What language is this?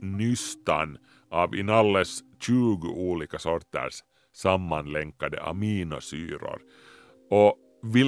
Swedish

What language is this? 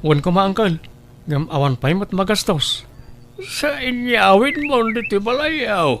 Iloko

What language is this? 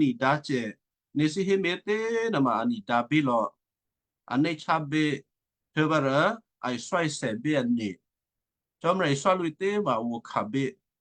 Western Kayah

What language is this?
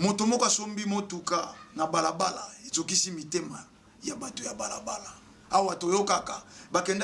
Lingala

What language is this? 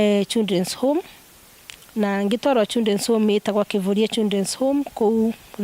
Meru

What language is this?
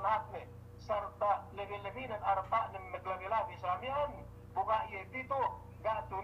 Yakan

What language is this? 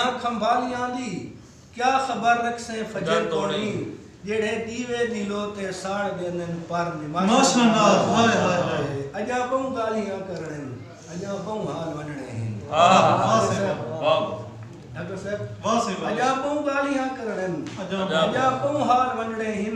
Saraiki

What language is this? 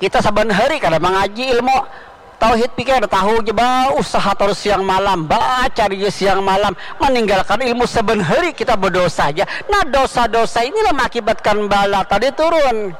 Banjar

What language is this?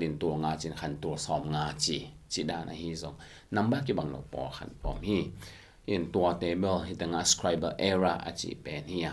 Tedim Chin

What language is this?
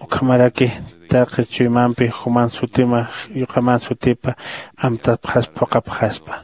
Aymara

